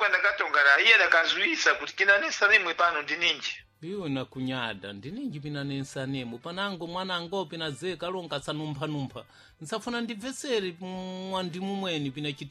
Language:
Sena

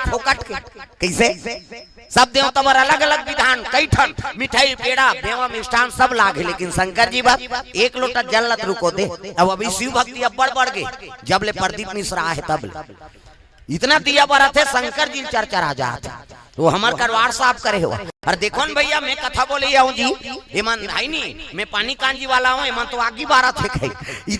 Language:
Chhattisgarhi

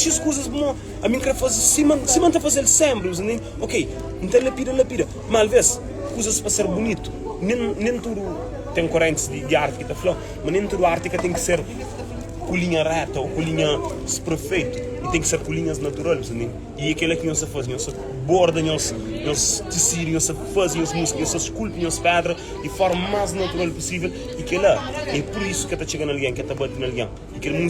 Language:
Kabuverdianu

